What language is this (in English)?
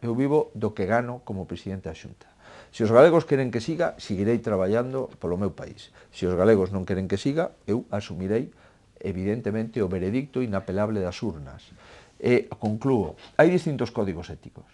Galician